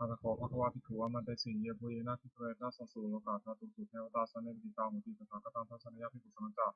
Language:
Pali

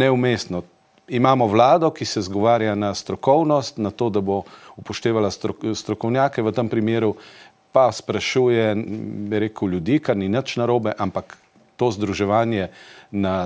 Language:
Slovenian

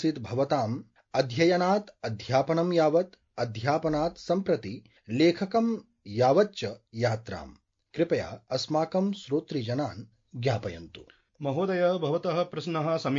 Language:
Sanskrit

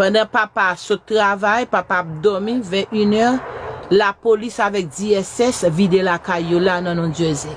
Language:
Haitian Creole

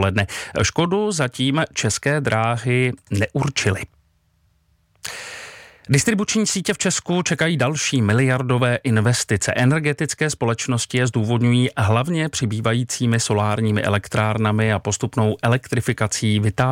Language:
Czech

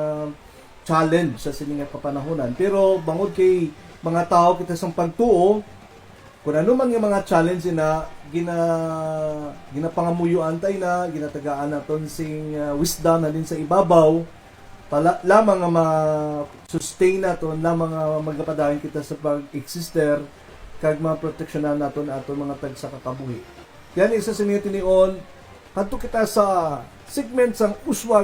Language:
Hiligaynon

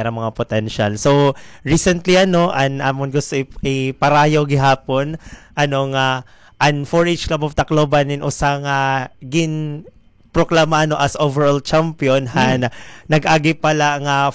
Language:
Waray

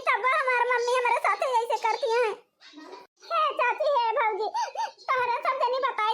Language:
Awadhi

